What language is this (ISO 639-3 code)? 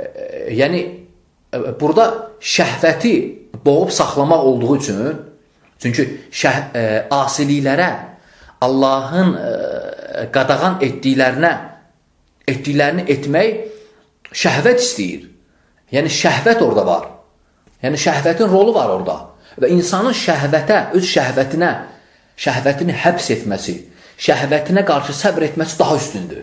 aze